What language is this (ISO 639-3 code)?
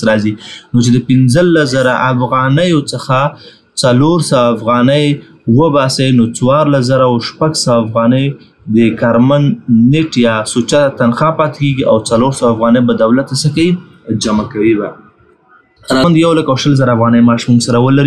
pus